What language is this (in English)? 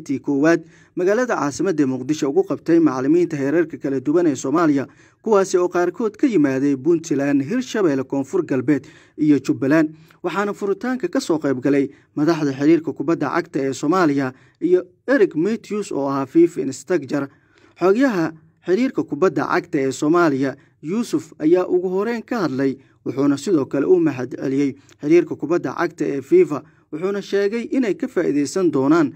Somali